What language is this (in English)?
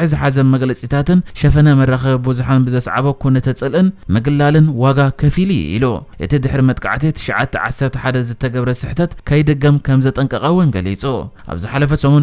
Tigrinya